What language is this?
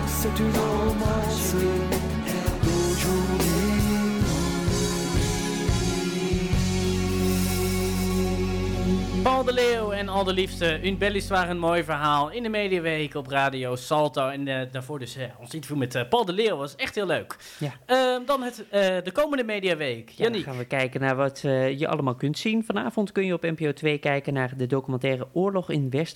Dutch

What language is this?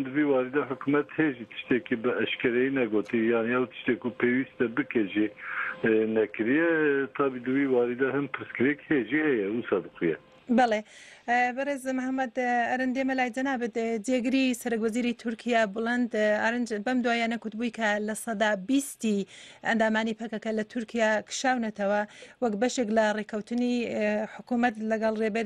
Kurdish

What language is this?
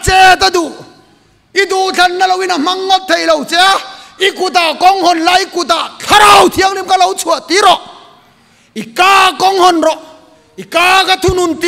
Mizo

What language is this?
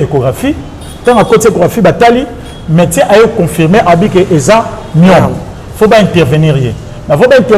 Lingala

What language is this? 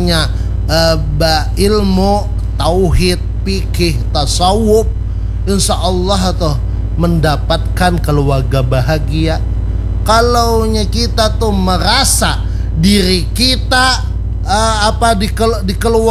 Banjar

